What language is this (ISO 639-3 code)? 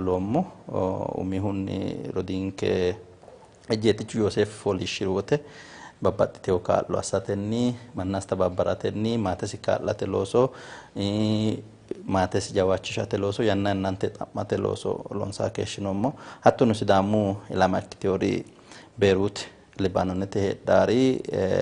sid